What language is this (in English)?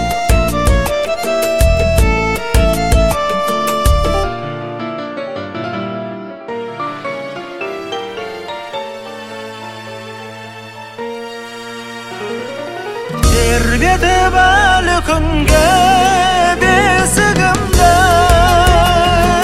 Kazakh